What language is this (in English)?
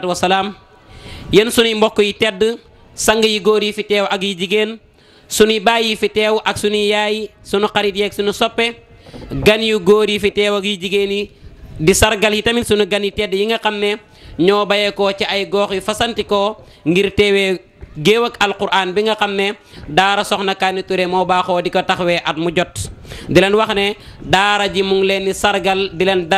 Wolof